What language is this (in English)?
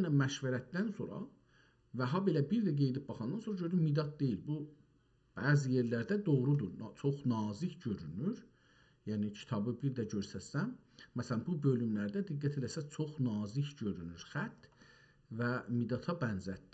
South Azerbaijani